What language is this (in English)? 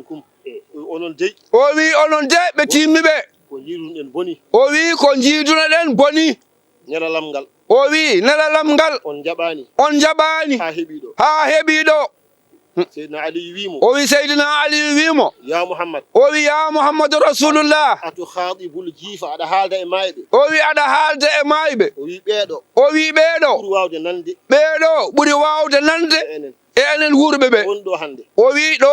Fula